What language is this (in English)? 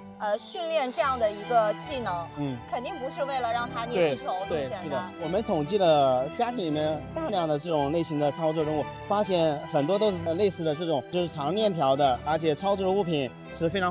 Chinese